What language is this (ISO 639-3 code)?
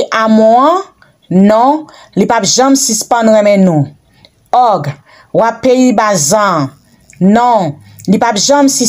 hat